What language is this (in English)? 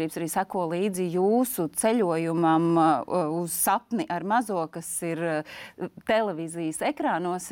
Latvian